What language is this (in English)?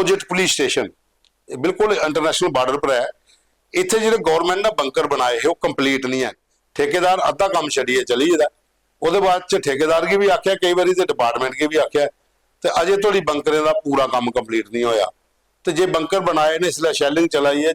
Dogri